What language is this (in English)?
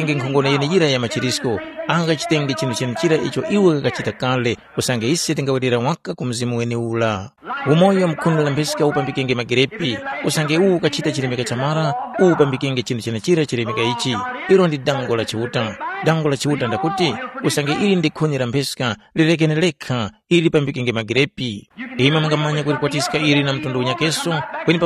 Tumbuka